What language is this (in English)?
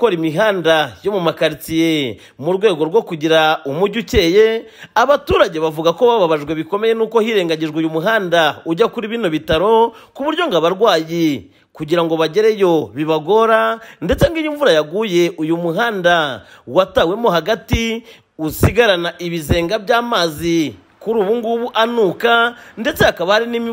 Kinyarwanda